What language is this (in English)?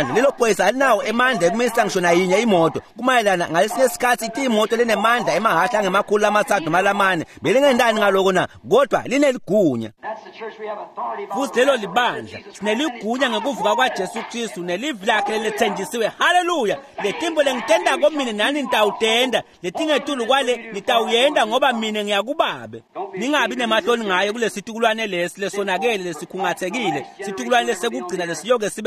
Swati